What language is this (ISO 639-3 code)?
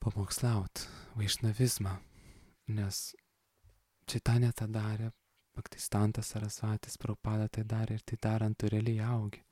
lit